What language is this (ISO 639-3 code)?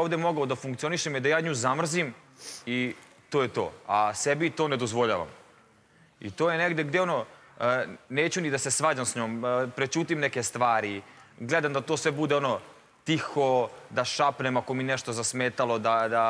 srp